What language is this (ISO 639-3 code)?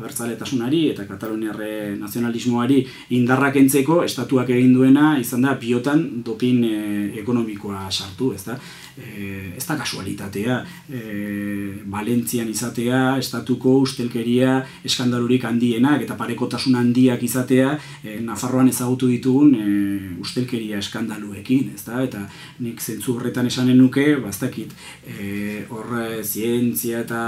eus